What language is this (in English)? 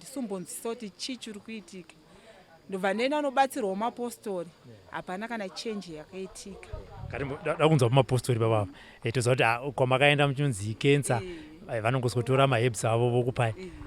Shona